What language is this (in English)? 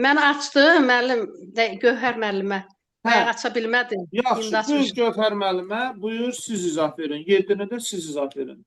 Azerbaijani